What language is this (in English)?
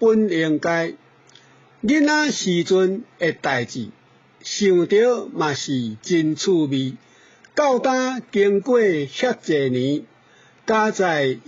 Min Nan Chinese